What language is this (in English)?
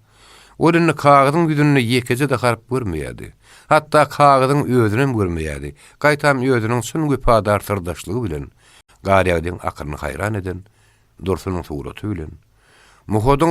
Turkmen